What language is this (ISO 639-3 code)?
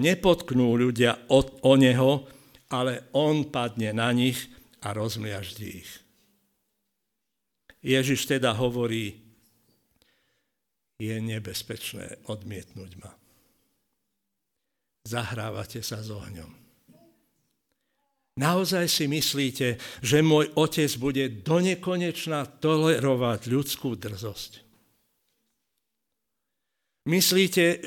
slk